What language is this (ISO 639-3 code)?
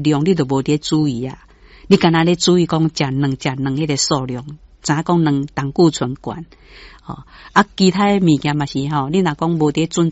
nan